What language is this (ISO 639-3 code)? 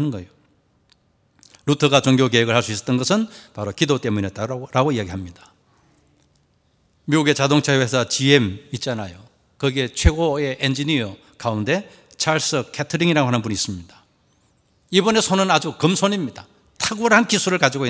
kor